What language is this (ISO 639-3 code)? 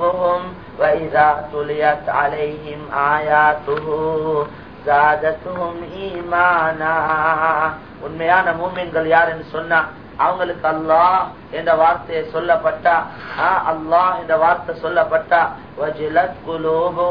tam